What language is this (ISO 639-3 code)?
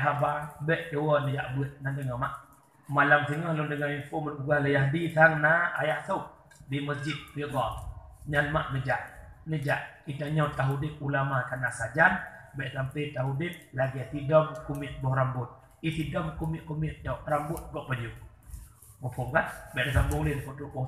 ace